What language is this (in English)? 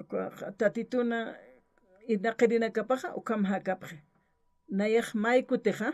Aymara